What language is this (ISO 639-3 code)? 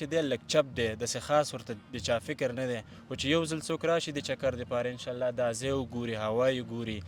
pus